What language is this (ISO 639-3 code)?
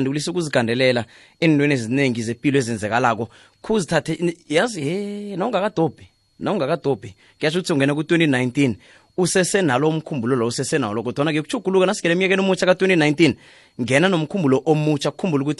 nbl